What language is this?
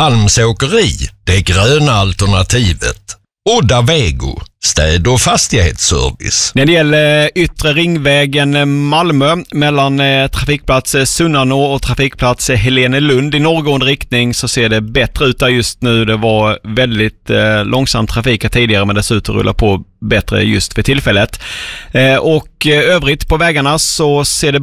Swedish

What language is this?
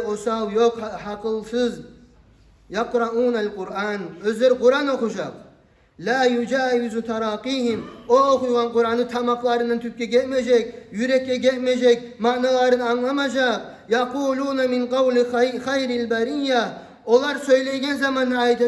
Kumyk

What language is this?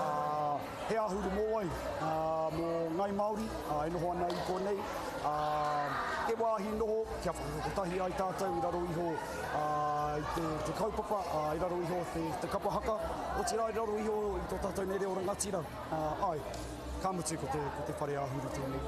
Māori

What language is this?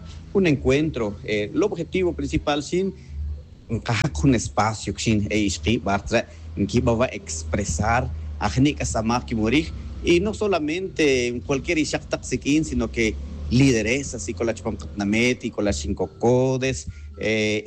Tz'utujil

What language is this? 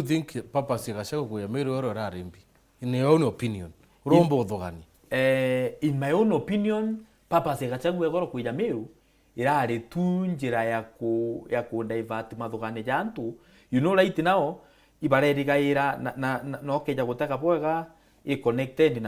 Meru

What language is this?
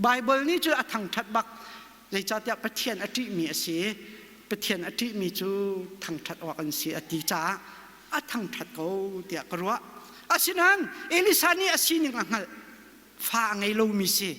Hakha Chin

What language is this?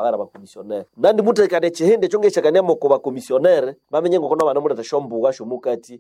Nande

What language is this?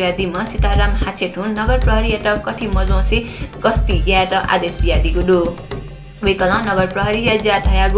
Newari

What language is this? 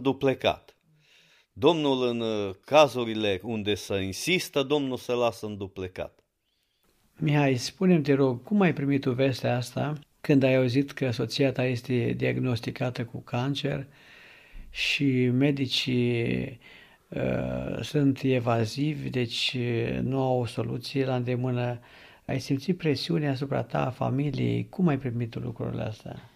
Romanian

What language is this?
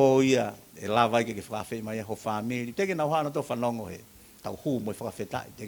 Tongan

